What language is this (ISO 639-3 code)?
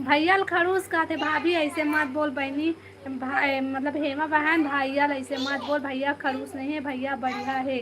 hne